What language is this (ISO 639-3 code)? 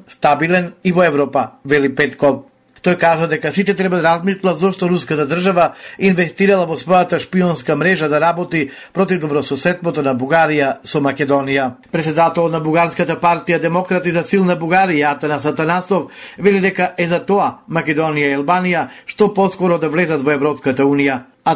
mkd